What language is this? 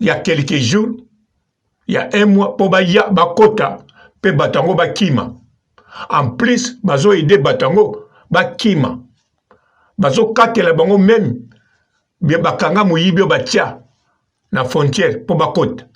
Lingala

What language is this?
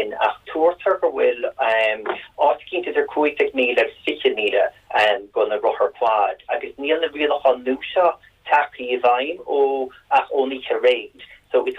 Irish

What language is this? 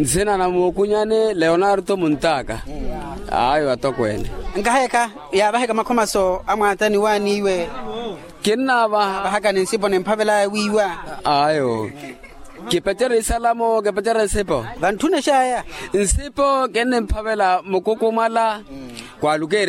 Makhuwa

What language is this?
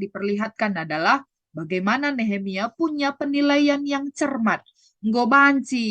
Batak Karo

